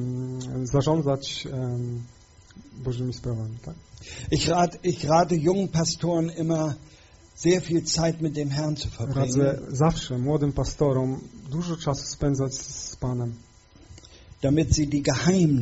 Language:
Polish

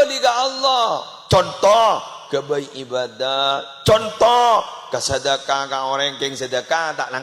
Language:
Madurese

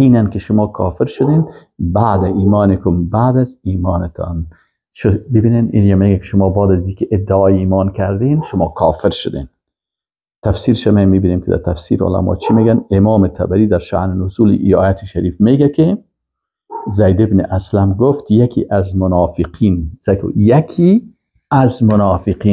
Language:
Persian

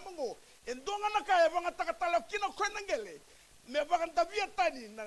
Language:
Fijian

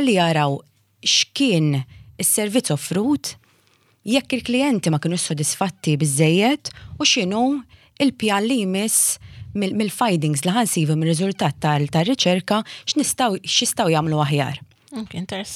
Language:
Maltese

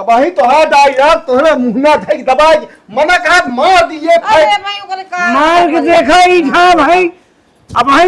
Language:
Awadhi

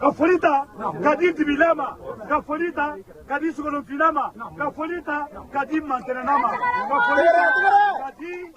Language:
Bambara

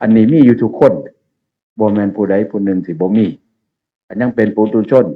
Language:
Northeastern Thai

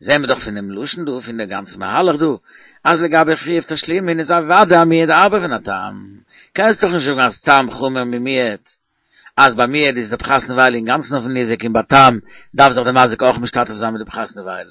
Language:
Yiddish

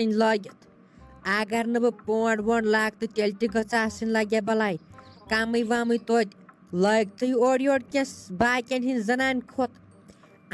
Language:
Kashmiri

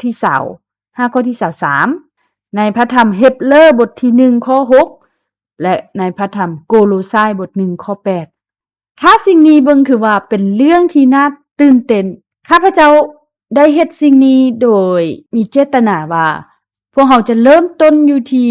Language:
Lao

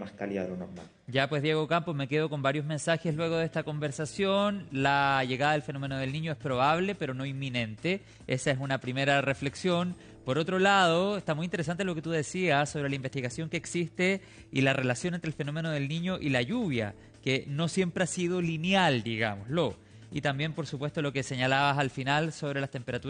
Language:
Spanish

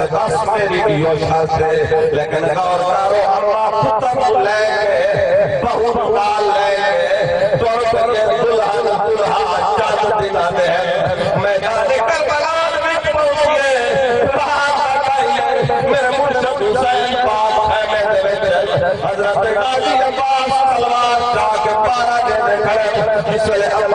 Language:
Saraiki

